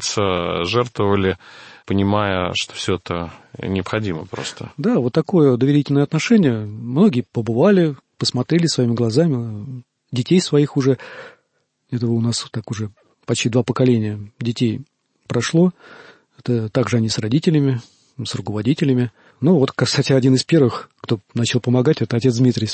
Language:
Russian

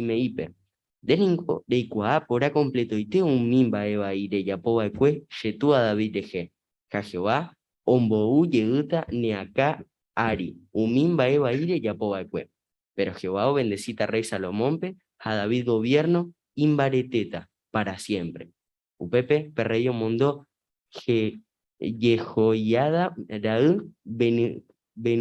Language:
Guarani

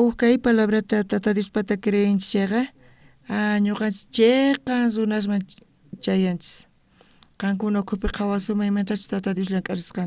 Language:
South Bolivian Quechua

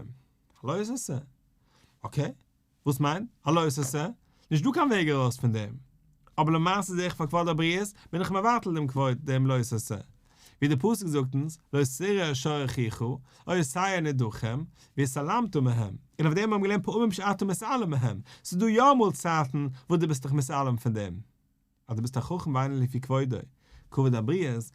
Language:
Yiddish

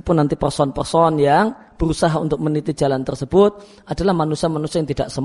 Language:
Indonesian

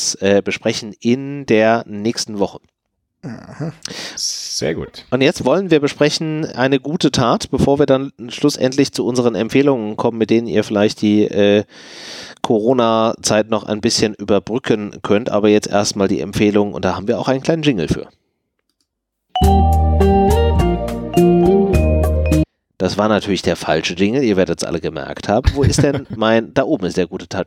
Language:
German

